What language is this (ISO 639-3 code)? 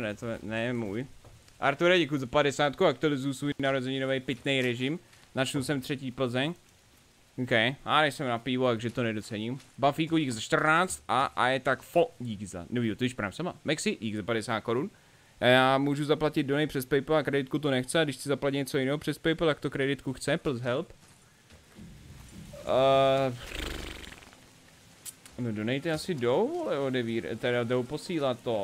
ces